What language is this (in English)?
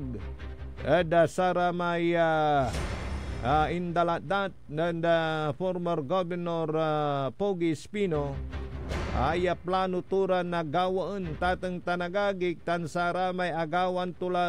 Pangasinan